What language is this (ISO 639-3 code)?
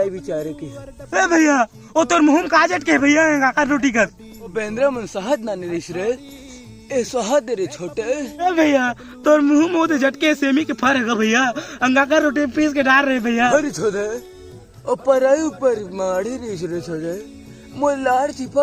hne